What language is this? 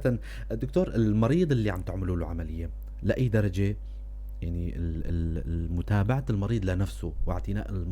North Levantine Arabic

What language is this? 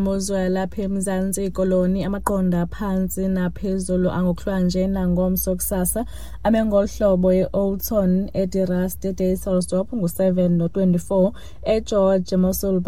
Xhosa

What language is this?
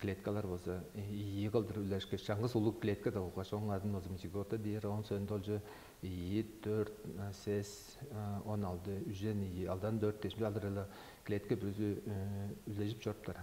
Tuvinian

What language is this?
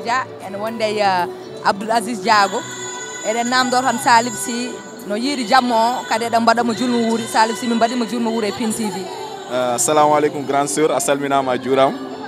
Fula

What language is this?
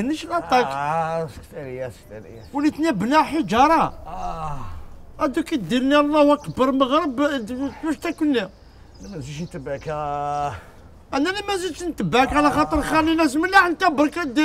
Algerian Arabic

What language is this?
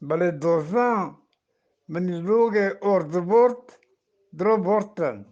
Eastern Balochi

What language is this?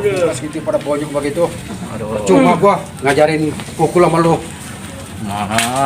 Betawi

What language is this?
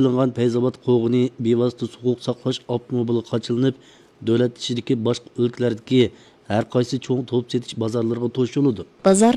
Uyghur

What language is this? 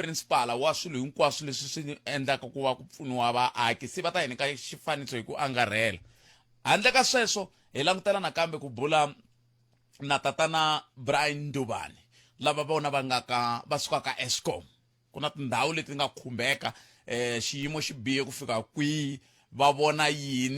Tsonga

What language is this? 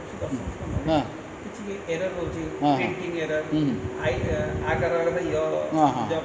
Odia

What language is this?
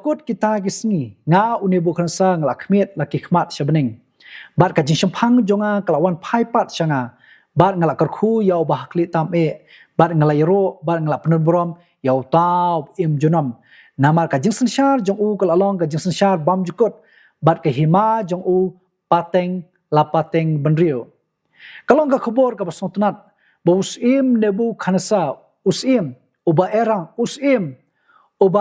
Khasi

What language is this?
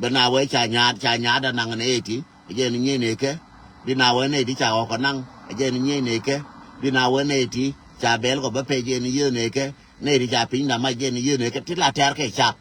Nuer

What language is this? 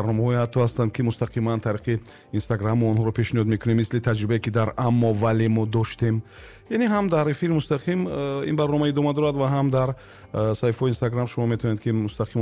Tajik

